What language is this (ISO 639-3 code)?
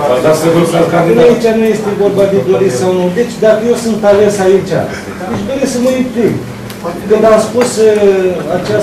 ron